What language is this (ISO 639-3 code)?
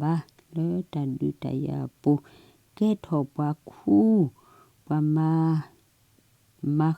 ksw